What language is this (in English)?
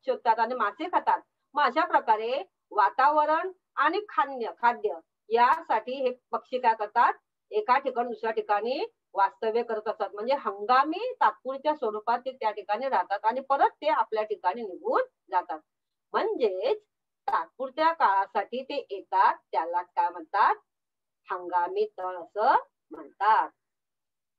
Marathi